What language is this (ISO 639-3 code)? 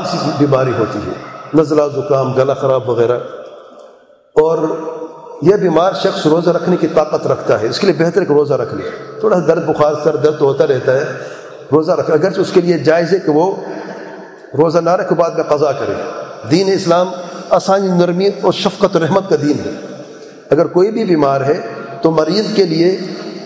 urd